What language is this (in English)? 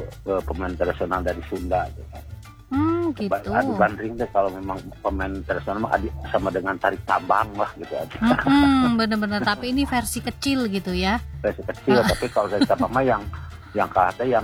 Indonesian